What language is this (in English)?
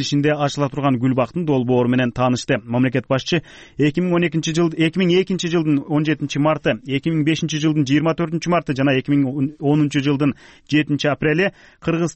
Kyrgyz